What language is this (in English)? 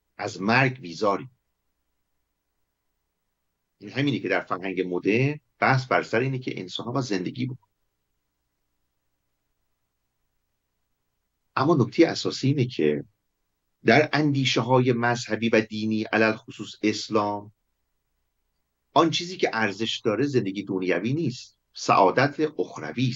Persian